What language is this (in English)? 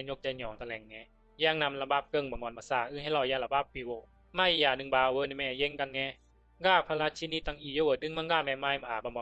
Bisu